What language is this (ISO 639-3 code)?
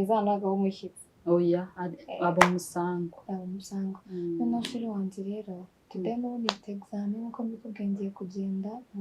kin